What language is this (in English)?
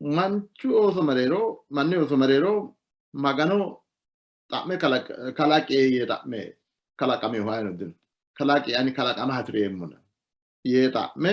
Sidamo